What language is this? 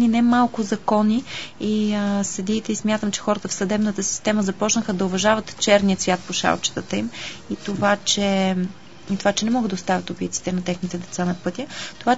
Bulgarian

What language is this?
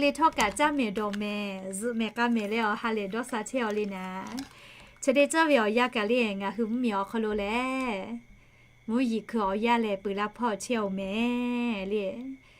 Lahu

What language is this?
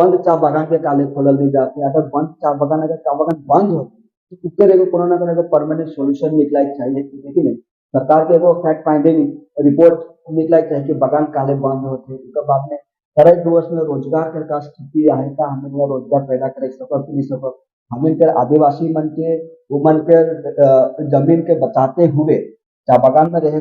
Sadri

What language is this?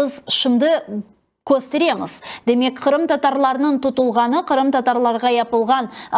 Crimean Tatar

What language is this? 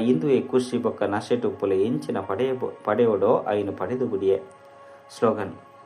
Tulu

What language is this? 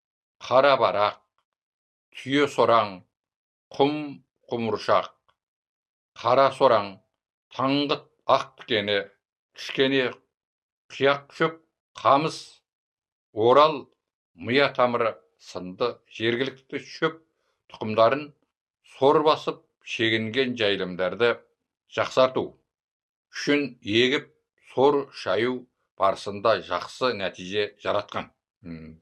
Kazakh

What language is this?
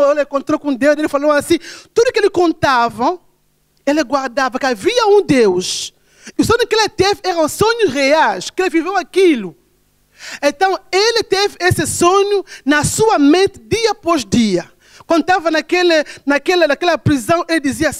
Portuguese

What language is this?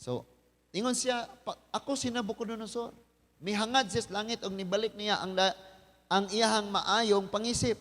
Cebuano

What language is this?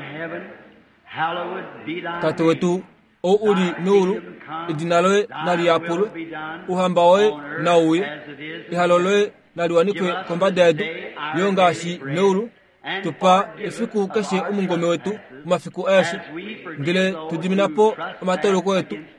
Kuanyama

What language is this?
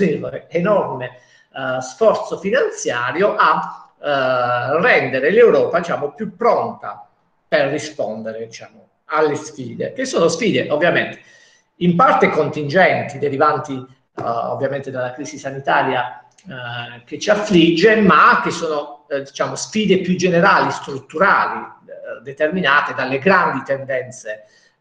Italian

